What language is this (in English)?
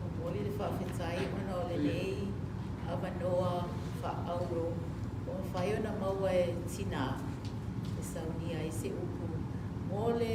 Samoan